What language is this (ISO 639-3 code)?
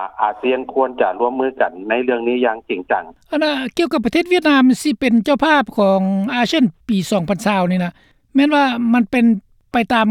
lao